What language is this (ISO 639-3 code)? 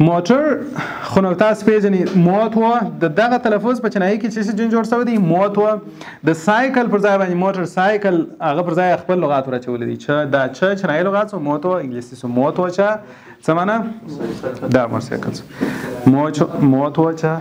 pus